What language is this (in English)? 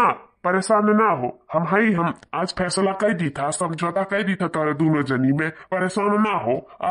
Awadhi